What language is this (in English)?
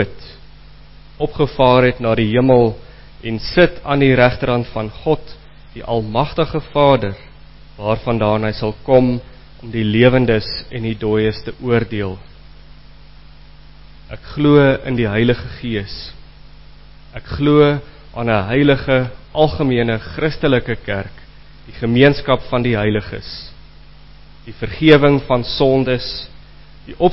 Afrikaans